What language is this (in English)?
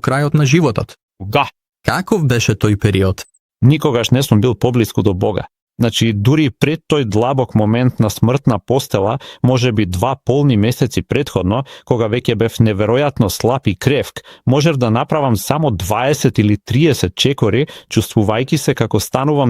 Macedonian